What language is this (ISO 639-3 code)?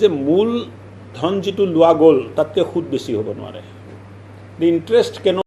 asm